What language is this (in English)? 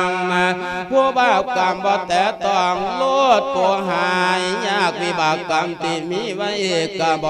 Lao